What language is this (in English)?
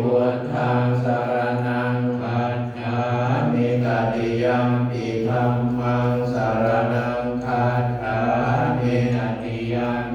Pali